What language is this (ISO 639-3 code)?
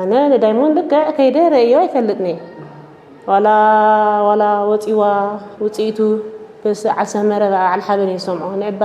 tir